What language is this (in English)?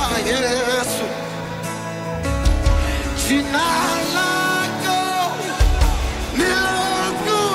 Swahili